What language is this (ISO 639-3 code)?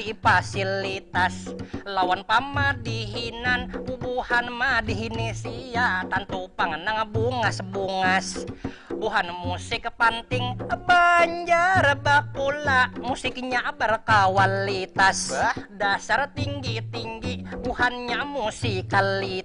bjn